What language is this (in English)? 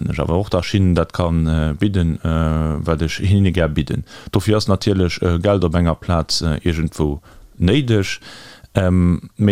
Luxembourgish